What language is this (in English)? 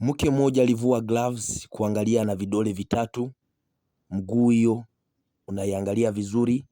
Swahili